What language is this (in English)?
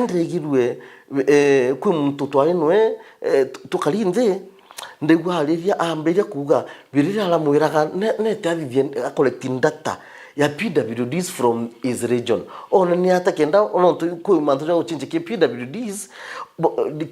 Meru